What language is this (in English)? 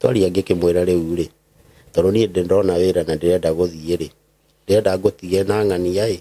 Kikuyu